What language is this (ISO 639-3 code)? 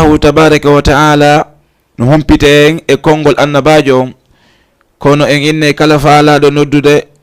ful